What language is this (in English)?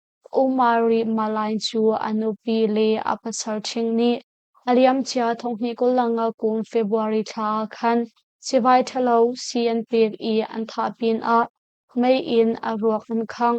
Hakha Chin